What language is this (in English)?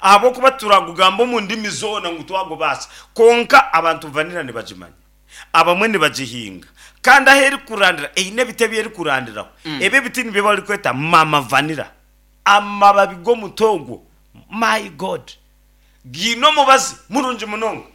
Nyankole